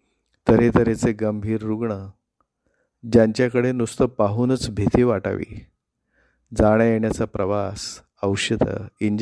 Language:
Marathi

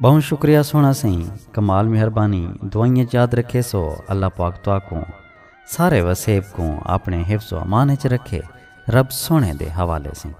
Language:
Saraiki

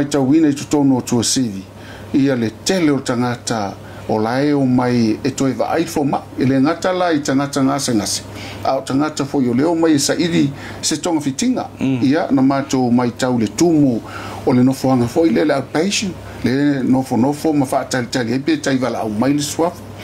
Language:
Samoan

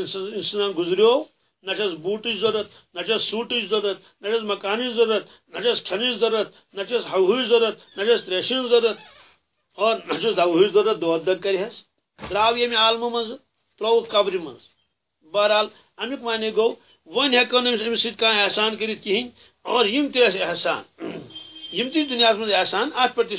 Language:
Kashmiri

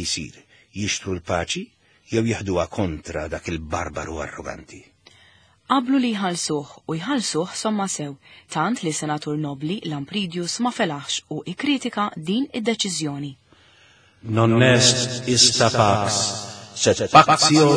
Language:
Maltese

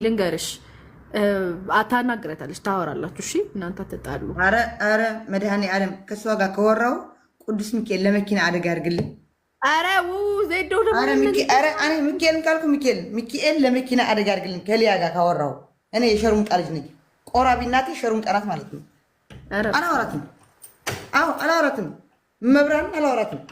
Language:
Amharic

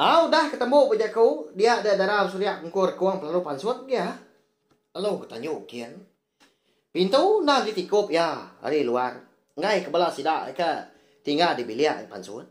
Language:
Iban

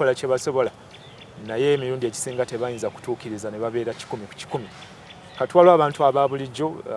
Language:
Ganda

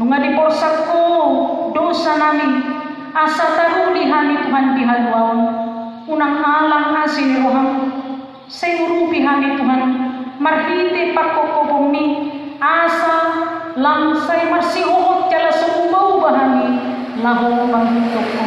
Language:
Batak Toba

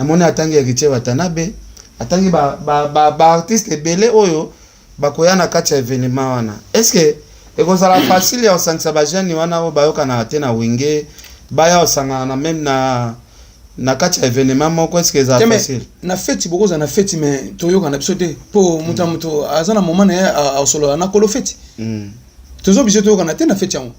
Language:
Lingala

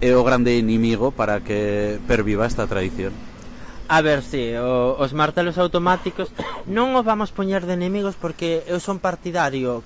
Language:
Galician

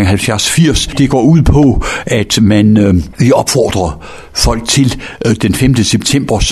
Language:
Danish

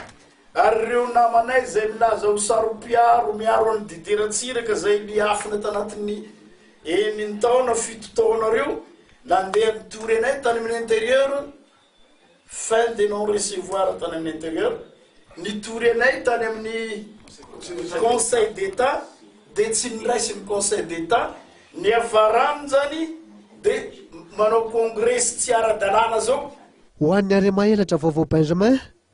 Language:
Malagasy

